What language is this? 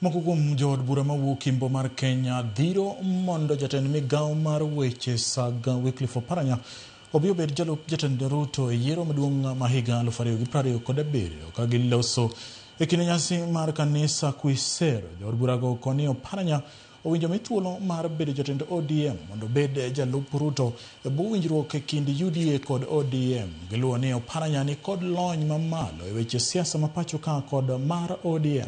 Luo (Kenya and Tanzania)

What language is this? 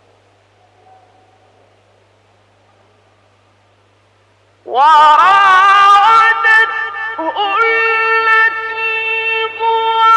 Arabic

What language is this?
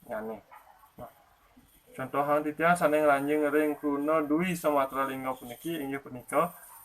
Balinese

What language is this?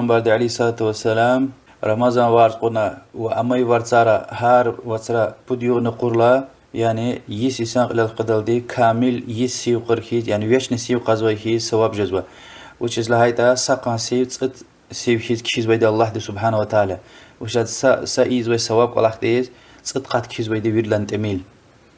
Lezghian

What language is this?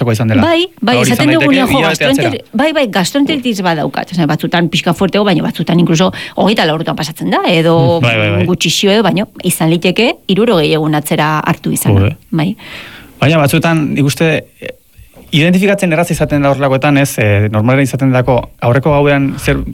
Basque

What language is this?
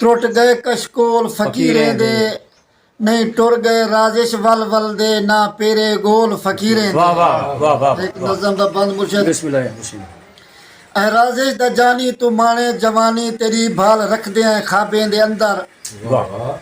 Saraiki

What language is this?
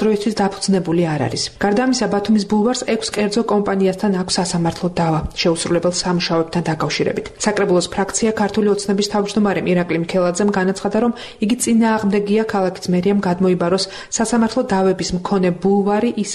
Georgian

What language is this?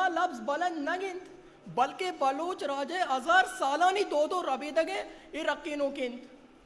Eastern Balochi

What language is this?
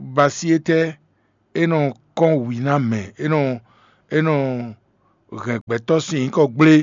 Fon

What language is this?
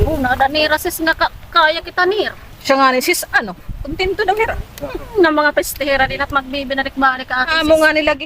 Waray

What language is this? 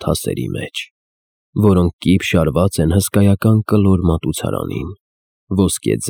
Armenian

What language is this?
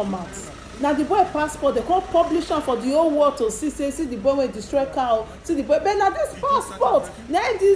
Nigerian Pidgin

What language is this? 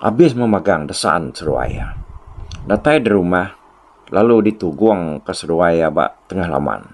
Iban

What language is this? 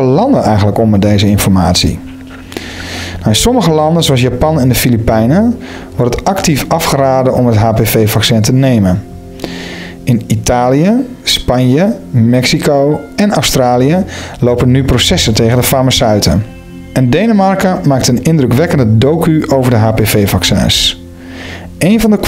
Dutch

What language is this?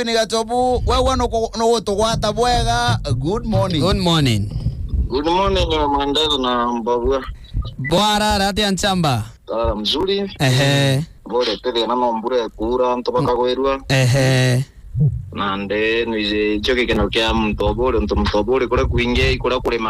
Meru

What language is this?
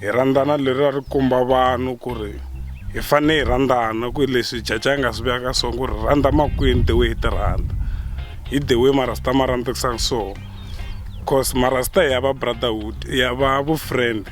Tsonga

